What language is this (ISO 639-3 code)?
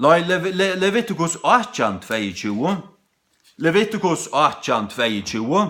fao